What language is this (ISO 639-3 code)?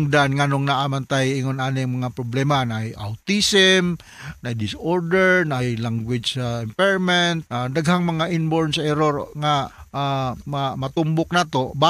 ceb